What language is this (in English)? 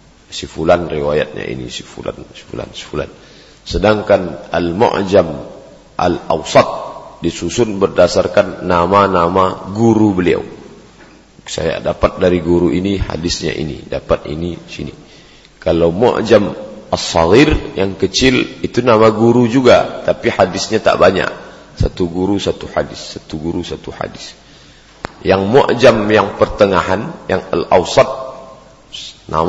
Indonesian